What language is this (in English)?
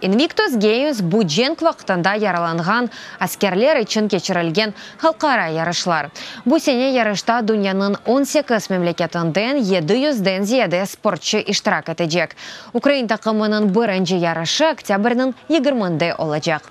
Crimean Tatar